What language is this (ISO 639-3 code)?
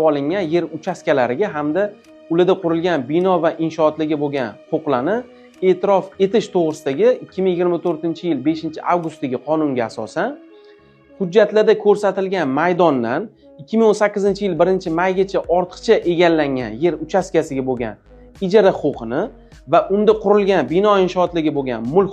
uzb